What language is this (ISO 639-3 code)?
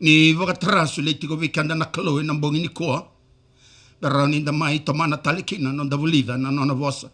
fij